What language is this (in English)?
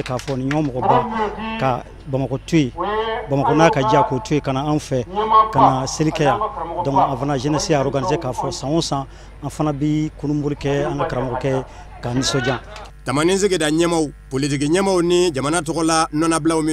Bambara